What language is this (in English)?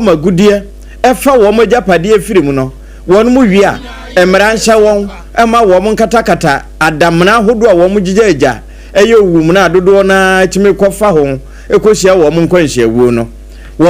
Akan